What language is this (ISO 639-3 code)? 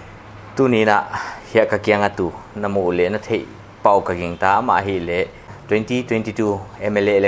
pck